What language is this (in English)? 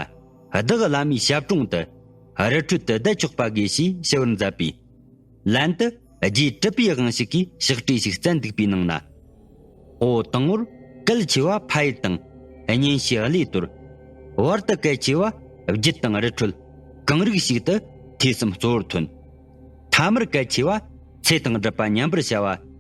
Tibetan